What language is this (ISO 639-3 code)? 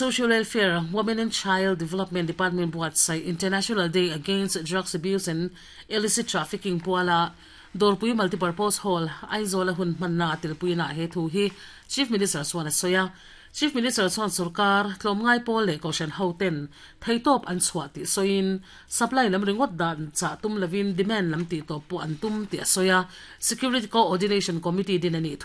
lus